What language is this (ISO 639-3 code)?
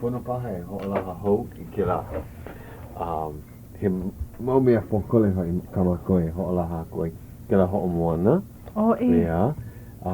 haw